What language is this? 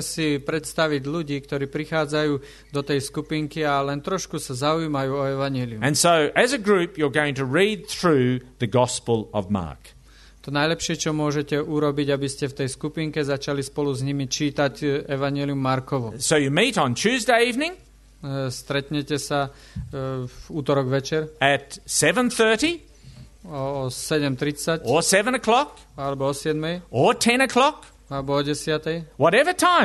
Slovak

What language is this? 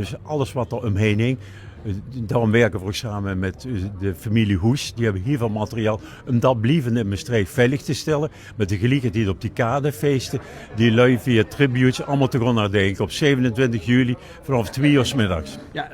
Limburgish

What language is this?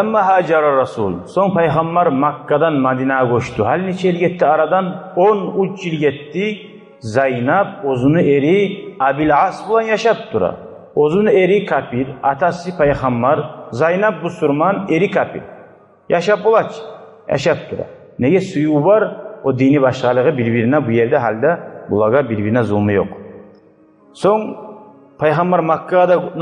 Kumyk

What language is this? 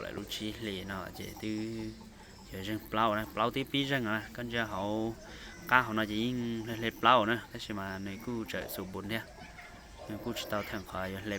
Hmong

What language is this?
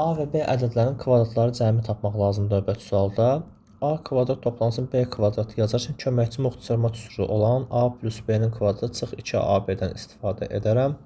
Azerbaijani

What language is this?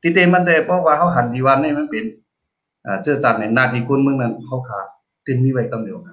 Shan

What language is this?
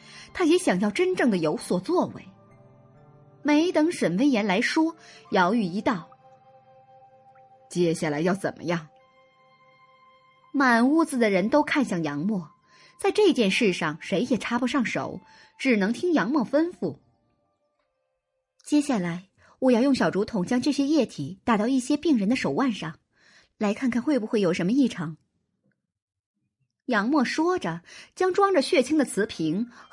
Chinese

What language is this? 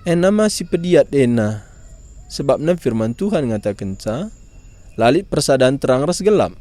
Batak Karo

